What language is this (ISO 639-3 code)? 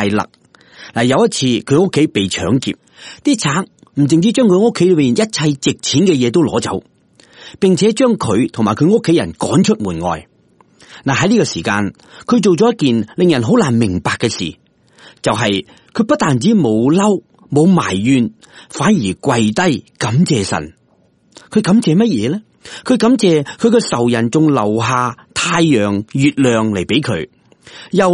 yue